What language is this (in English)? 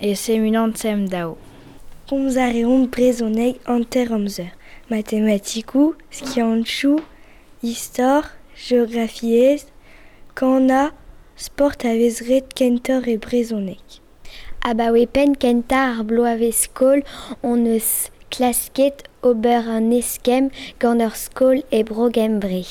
Breton